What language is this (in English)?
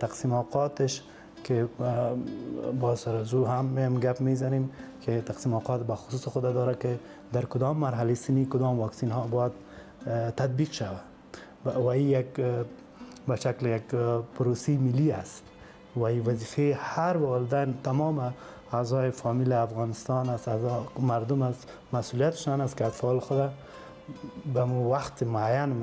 Persian